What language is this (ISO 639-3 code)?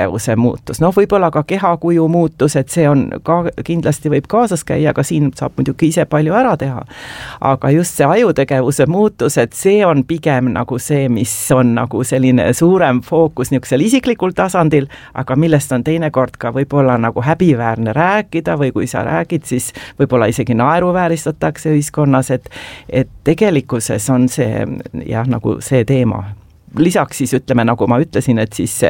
est